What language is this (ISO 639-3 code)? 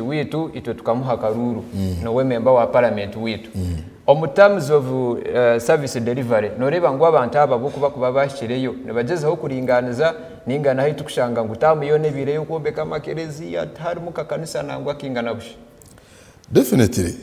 nyn